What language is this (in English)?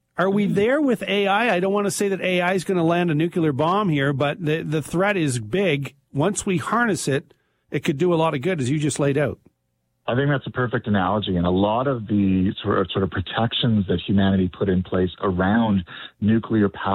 English